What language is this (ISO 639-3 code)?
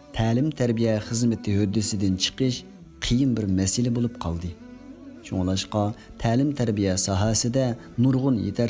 uig